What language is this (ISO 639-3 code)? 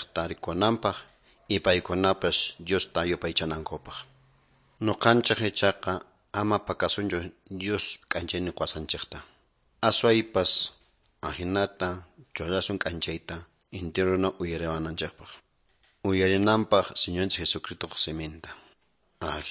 que